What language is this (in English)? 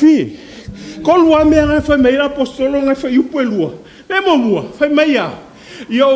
Samoan